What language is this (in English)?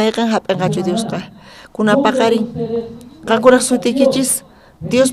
South Bolivian Quechua